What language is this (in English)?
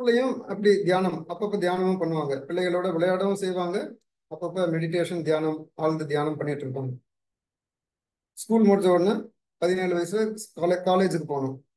Tamil